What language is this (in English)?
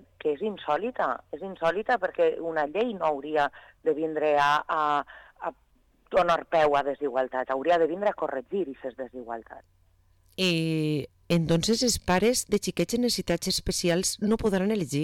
Catalan